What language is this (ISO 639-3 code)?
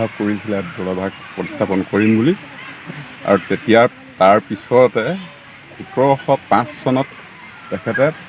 asm